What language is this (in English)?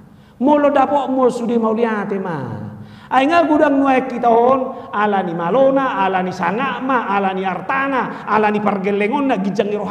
Batak Toba